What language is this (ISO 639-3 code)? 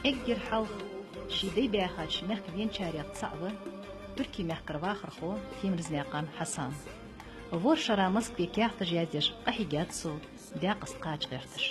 inh